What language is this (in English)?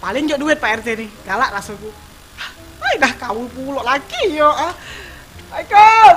Musi